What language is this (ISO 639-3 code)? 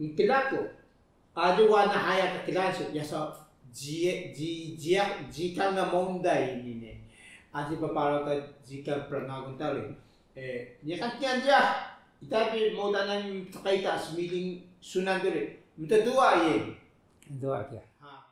trv